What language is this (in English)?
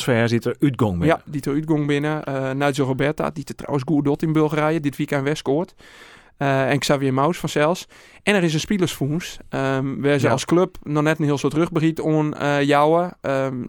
Western Frisian